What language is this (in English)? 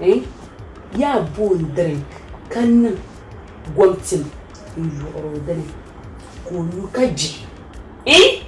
Dagbani